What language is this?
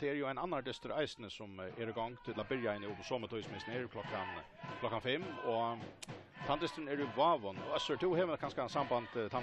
Faroese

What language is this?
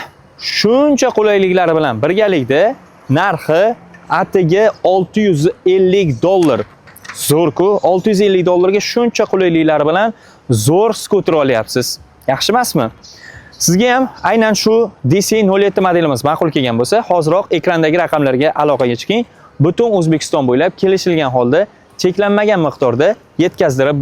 Uzbek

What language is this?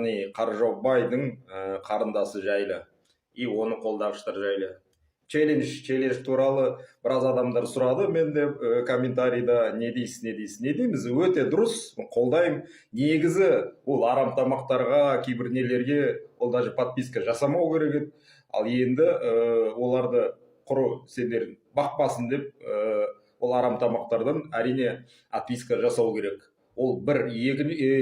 Kazakh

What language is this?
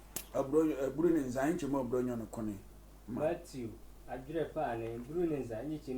Sehwi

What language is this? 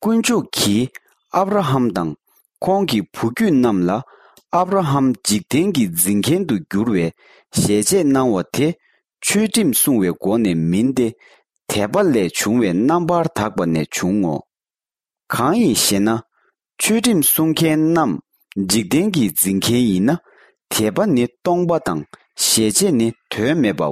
Tibetan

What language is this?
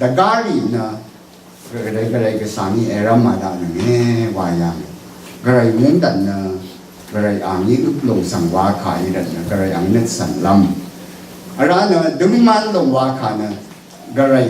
Rawang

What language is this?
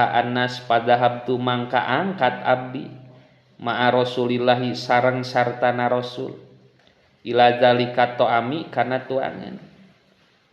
Sundanese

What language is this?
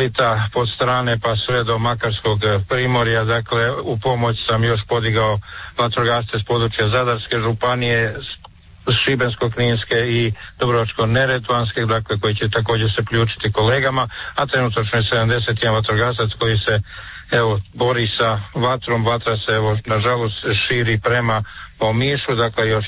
Croatian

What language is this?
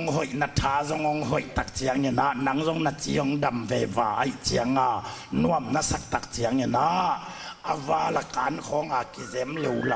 Tedim Chin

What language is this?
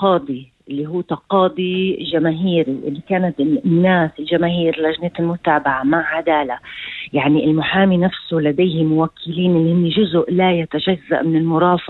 North Levantine Arabic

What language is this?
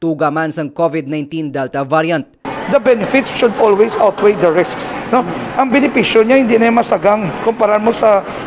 Hiligaynon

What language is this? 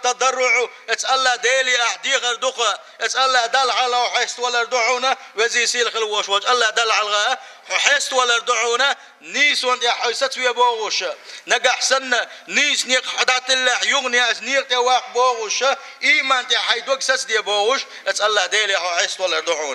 Chechen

